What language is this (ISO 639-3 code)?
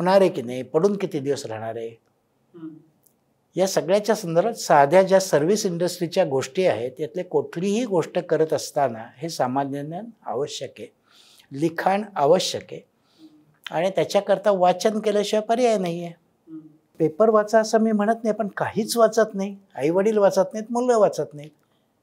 mar